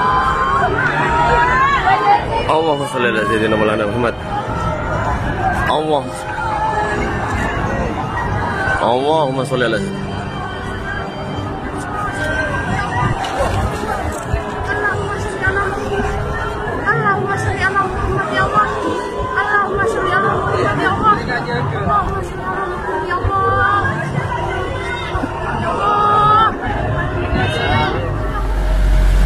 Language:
Indonesian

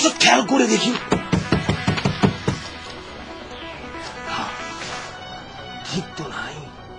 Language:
Bangla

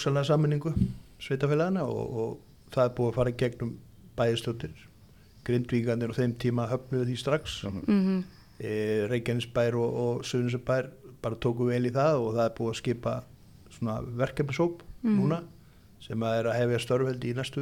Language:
Icelandic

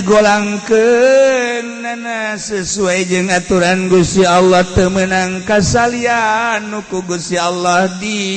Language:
Sundanese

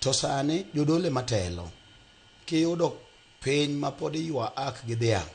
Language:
Luo (Kenya and Tanzania)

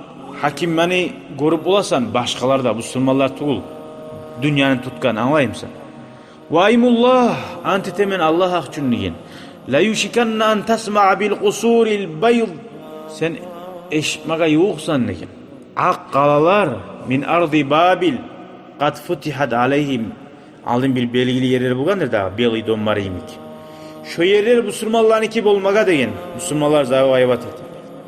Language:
Kumyk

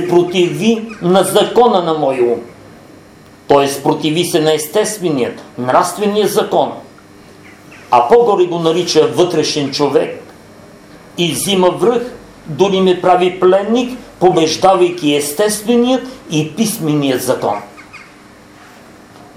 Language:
Bulgarian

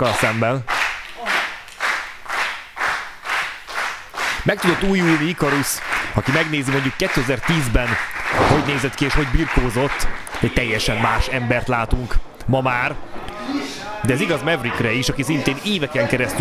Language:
Hungarian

